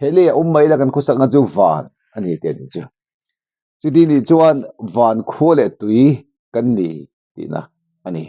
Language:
Mizo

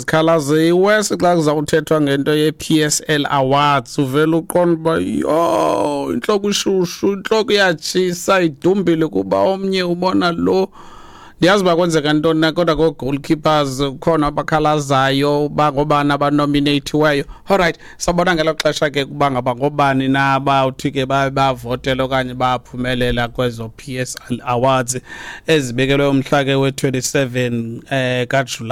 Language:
Xhosa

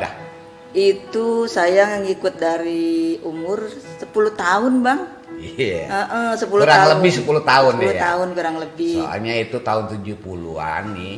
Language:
Betawi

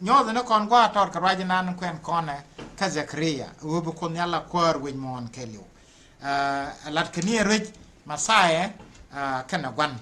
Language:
Nuer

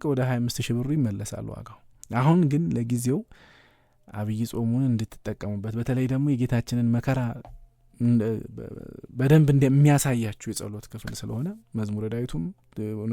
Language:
Amharic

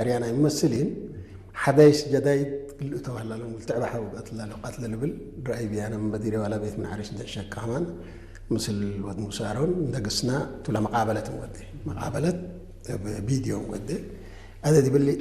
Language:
Tigre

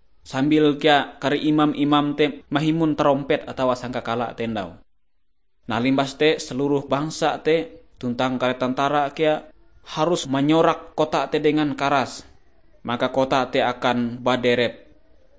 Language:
Ngaju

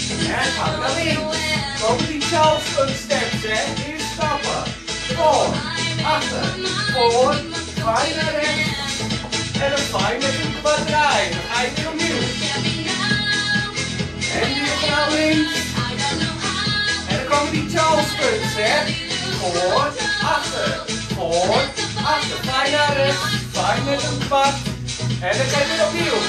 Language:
Dutch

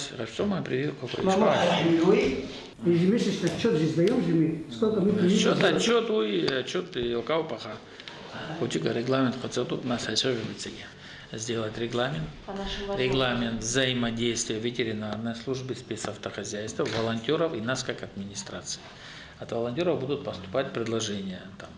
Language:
Abkhazian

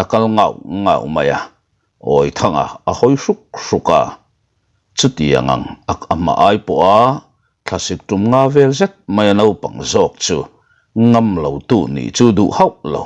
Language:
Mizo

